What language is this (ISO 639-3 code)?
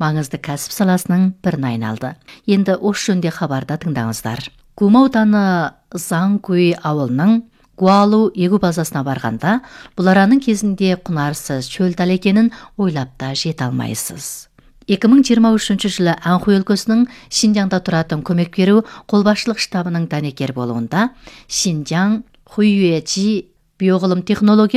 kaz